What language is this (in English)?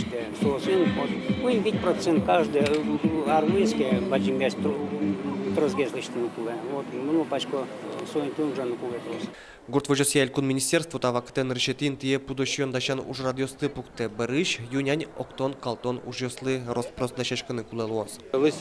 Udmurt